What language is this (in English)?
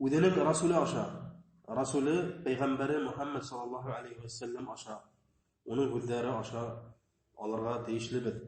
Bashkir